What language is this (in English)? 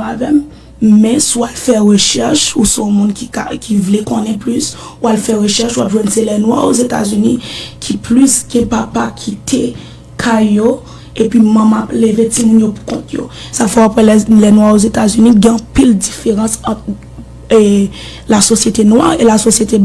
Haitian Creole